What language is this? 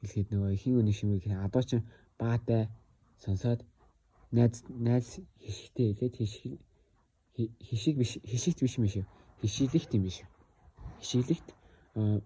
Mongolian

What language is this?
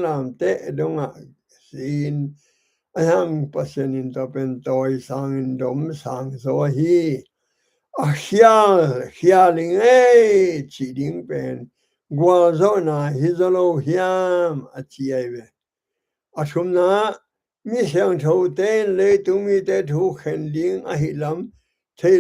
Tedim Chin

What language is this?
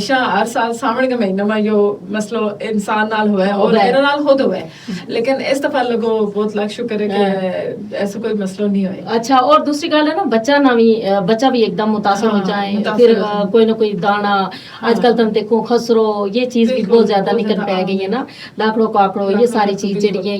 Gujari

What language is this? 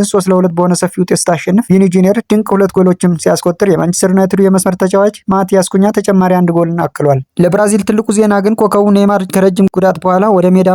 Amharic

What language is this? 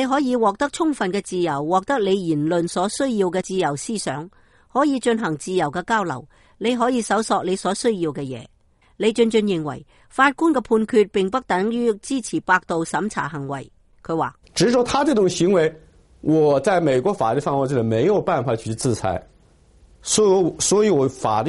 Cantonese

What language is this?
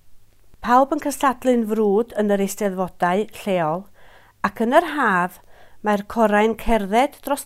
Welsh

